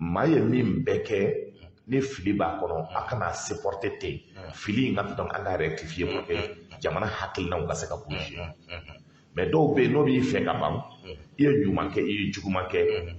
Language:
Bambara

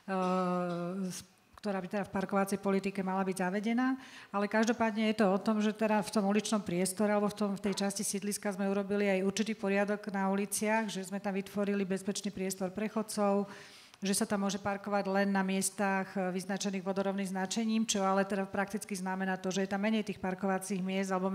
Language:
Slovak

